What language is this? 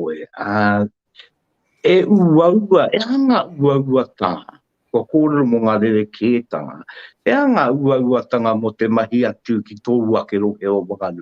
Māori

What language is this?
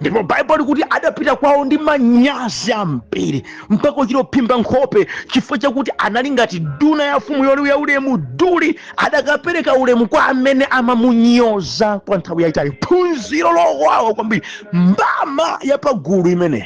Nyanja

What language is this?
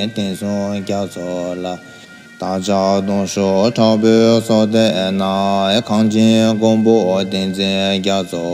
Tibetan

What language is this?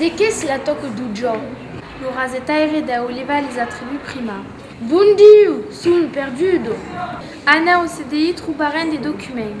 Occitan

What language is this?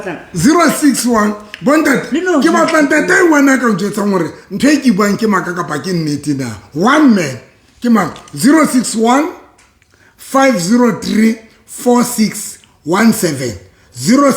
Southern Sotho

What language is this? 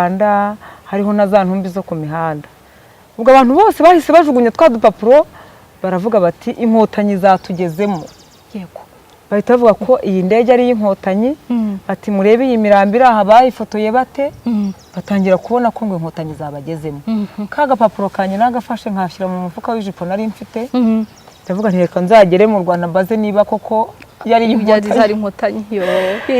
Kinyarwanda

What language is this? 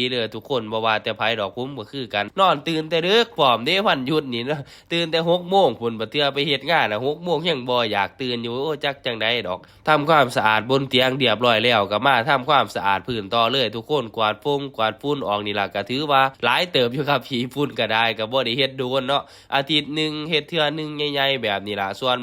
Northeastern Thai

